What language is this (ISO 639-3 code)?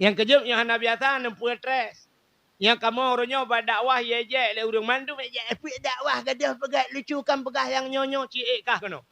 ace